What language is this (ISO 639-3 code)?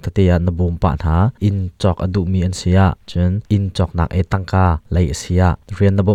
cnh